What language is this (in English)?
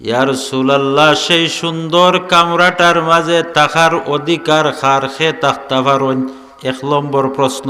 Sylheti